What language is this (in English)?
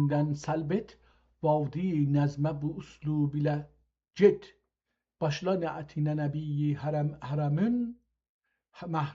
South Azerbaijani